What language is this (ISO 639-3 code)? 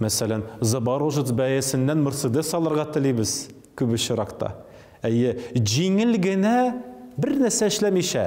tat